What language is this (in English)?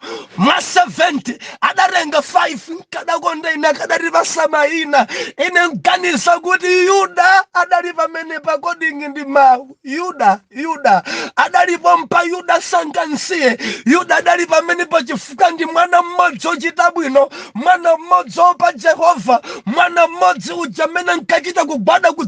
Nyanja